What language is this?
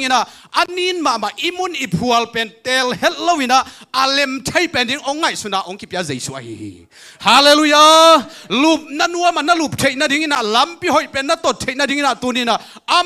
Tedim Chin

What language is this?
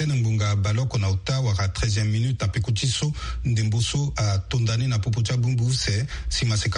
Sango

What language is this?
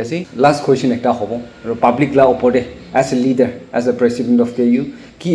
Naga Pidgin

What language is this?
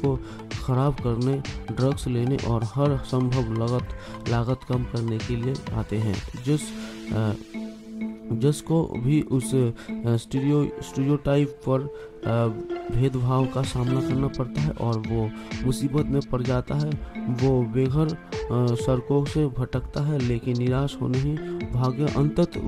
Hindi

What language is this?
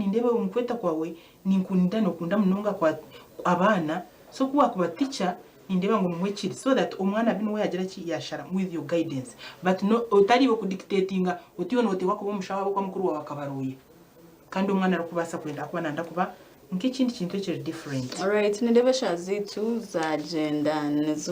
Nyankole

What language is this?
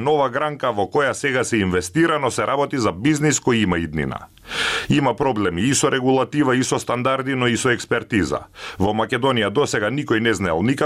Macedonian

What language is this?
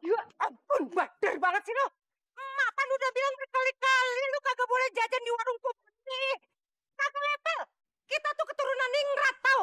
Betawi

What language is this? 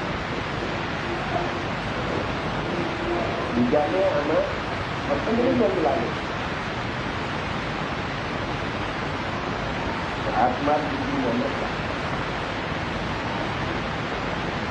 Gujarati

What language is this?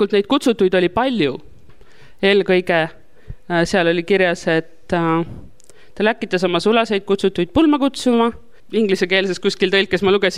Estonian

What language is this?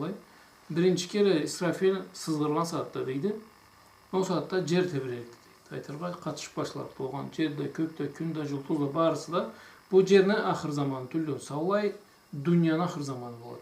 Karachay-Balkar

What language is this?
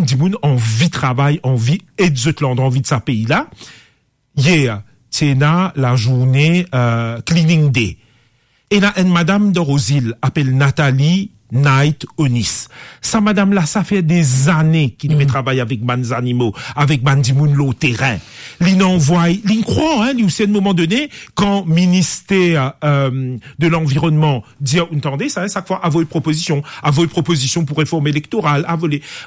Morisyen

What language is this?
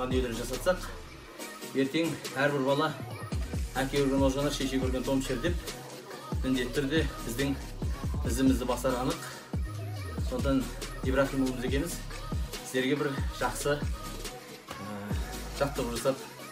Kazakh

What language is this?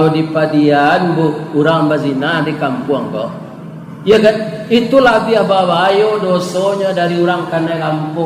Minangkabau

